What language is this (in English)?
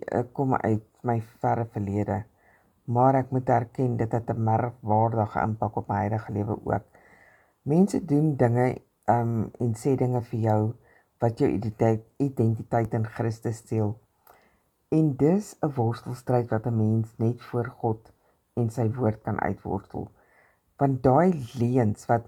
Afrikaans